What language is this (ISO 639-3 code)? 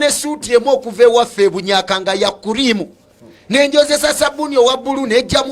lug